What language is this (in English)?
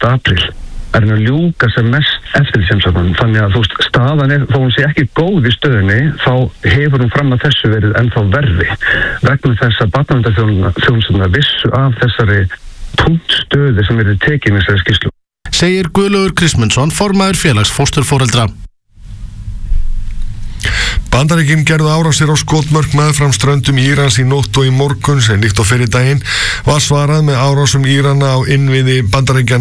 Icelandic